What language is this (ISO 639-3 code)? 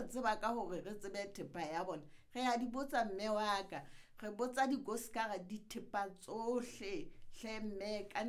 sot